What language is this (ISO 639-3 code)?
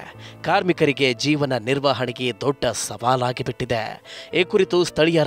kan